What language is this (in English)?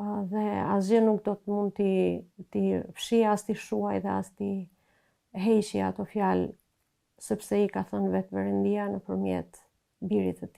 Albanian